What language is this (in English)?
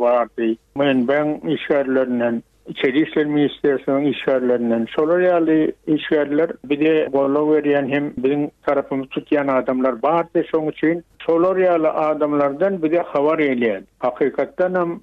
Turkmen